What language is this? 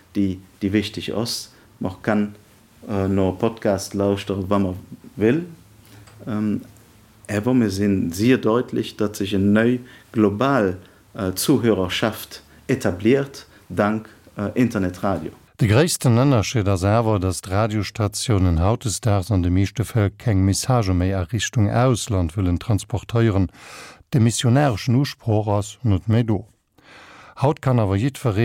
Luxembourgish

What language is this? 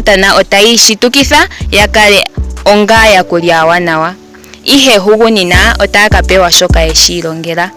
Ndonga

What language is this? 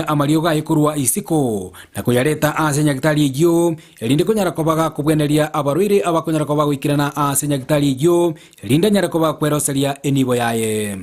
Gusii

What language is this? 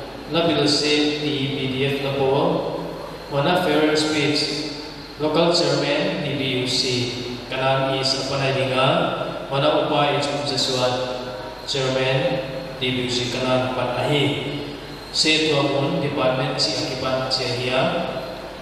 Paite Chin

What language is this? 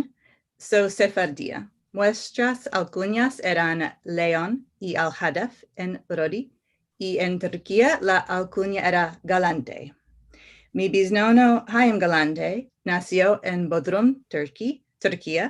Ladino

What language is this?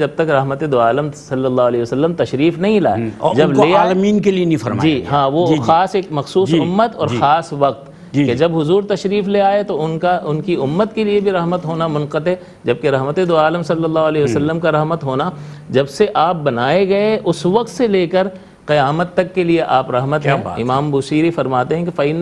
Urdu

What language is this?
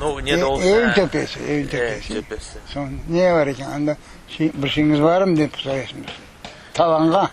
Crimean Tatar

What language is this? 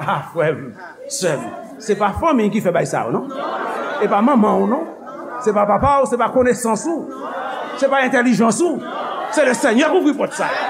Haitian Creole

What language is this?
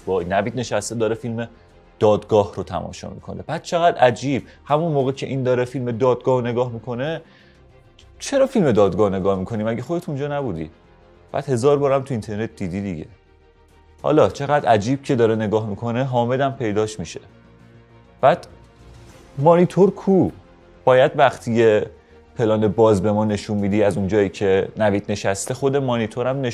Persian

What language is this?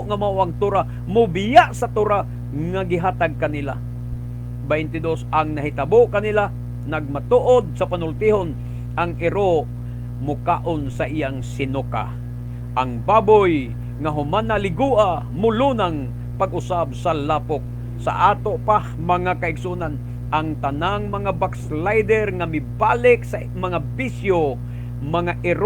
Cebuano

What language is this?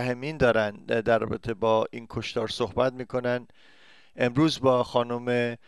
Persian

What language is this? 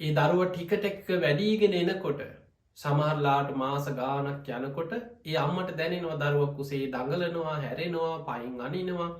Sinhala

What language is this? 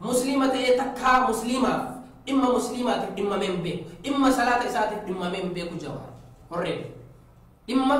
Oromo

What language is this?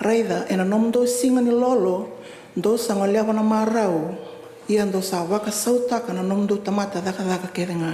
Fijian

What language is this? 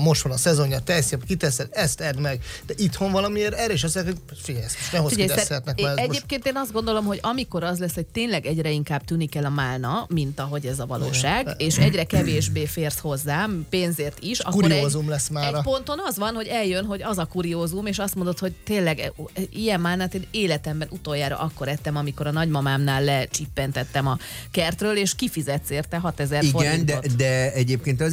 Hungarian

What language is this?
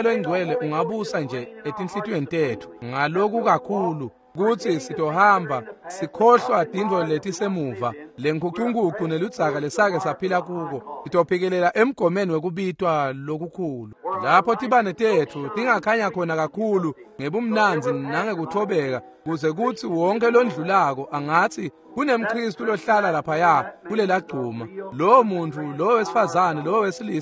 Swati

